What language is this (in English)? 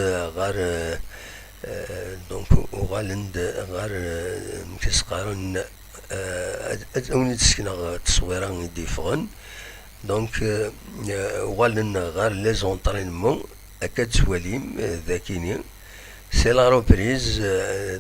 Kabyle